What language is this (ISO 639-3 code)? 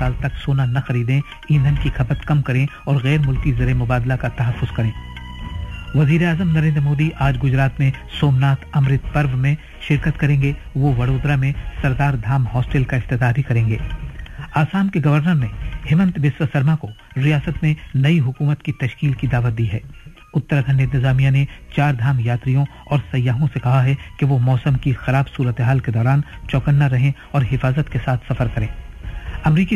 urd